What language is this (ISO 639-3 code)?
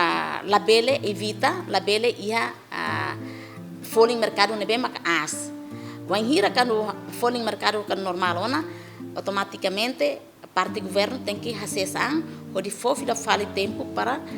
tet